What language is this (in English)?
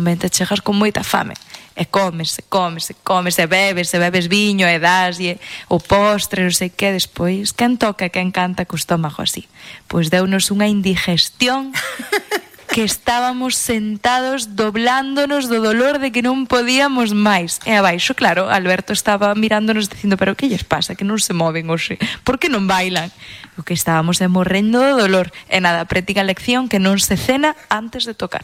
Galician